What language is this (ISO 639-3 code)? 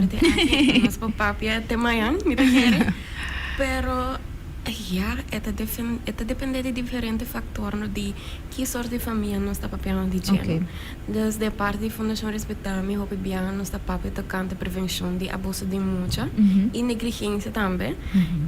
pap